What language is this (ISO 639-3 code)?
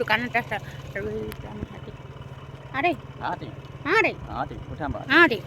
asm